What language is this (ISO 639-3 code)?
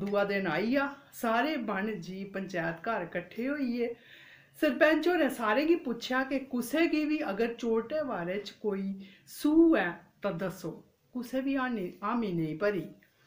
doi